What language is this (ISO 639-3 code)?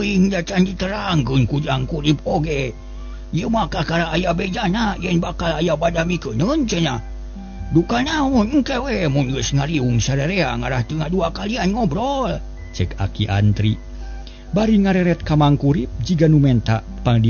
sun